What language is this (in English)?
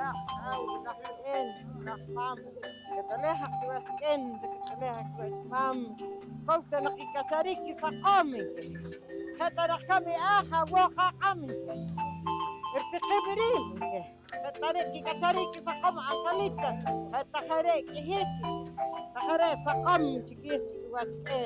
Poqomchi'